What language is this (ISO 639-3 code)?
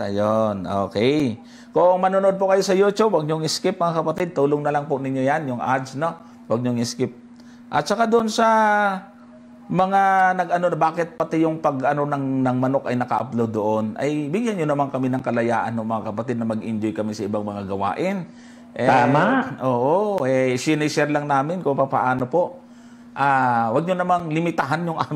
fil